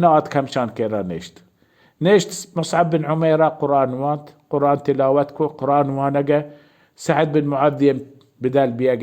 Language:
Baluchi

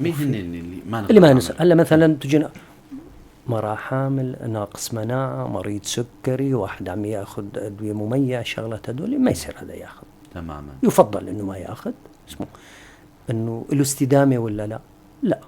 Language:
North Levantine Arabic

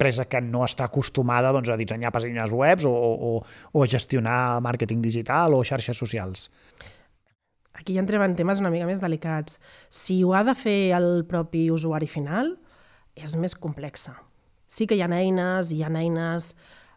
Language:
Catalan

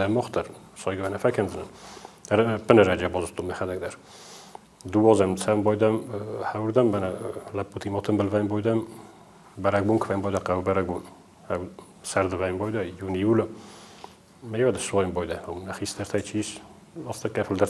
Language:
Ossetic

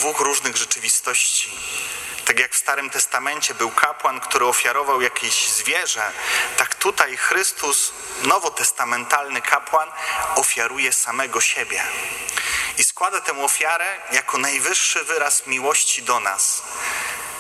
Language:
Polish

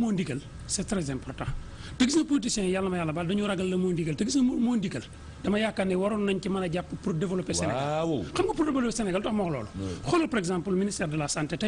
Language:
Wolof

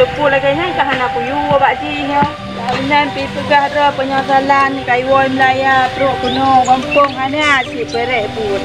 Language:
Achinese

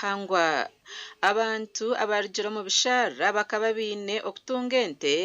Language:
Nyankole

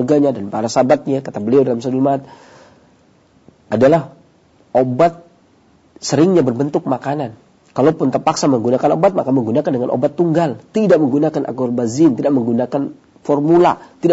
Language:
Indonesian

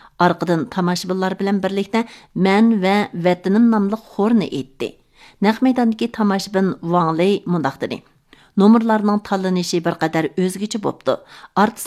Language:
Uyghur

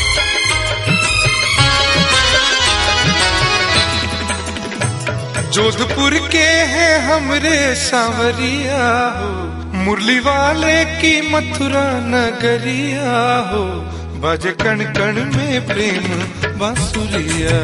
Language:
Bhojpuri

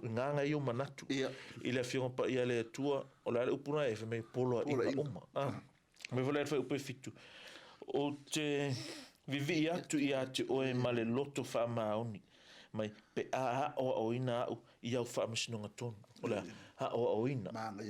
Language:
Samoan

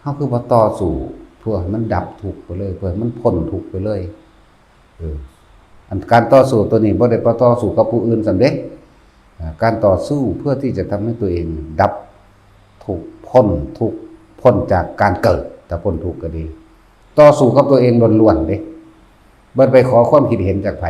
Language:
Northeastern Thai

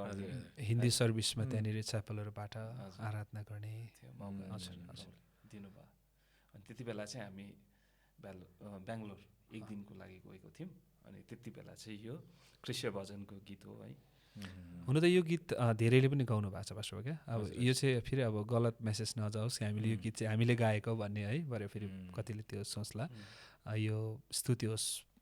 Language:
Nepali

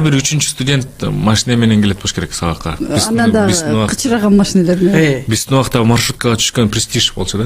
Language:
Kyrgyz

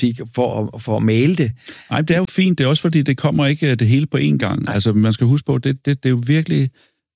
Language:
Danish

